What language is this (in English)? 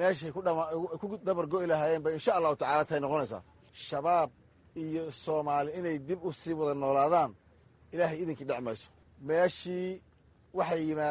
Somali